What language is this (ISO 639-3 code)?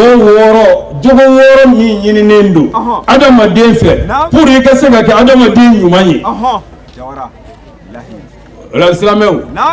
bam